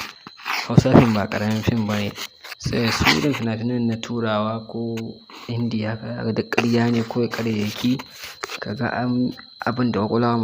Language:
Hausa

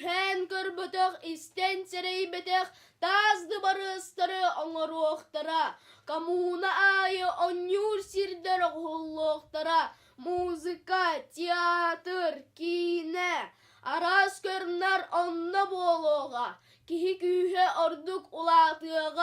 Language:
Yakut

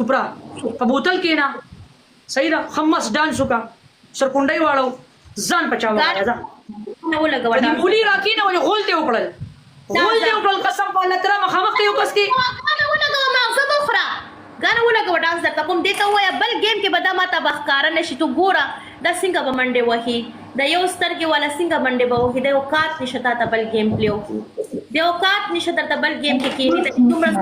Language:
Pashto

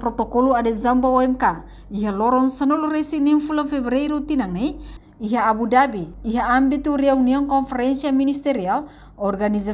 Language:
Tetum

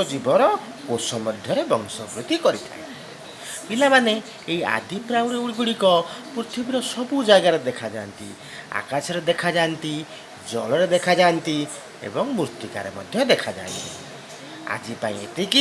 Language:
Odia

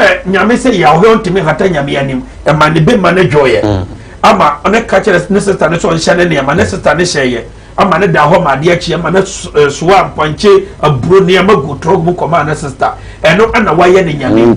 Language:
Akan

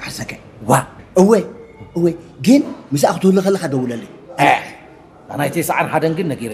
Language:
Tigrinya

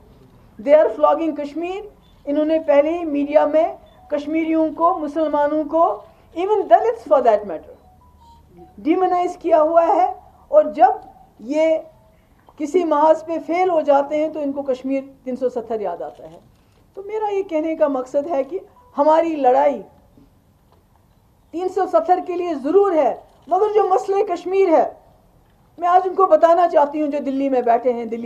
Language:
Urdu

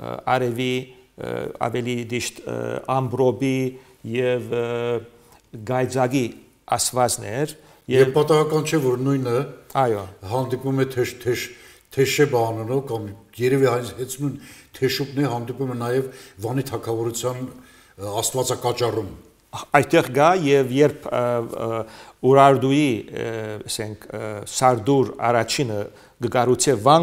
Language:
Armenian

